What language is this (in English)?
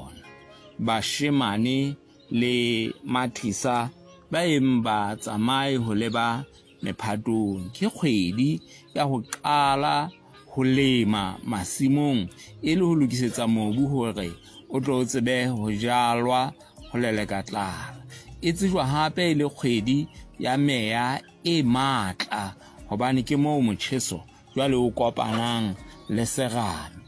Southern Sotho